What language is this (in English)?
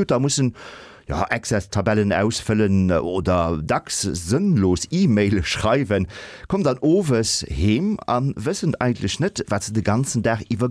Luxembourgish